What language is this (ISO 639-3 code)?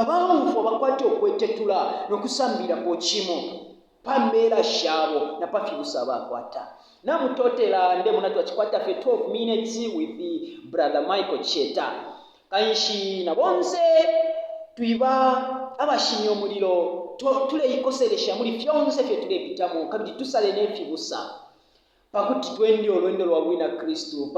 bem